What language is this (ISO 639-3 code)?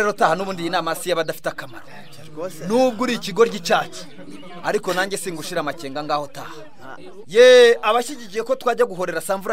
kin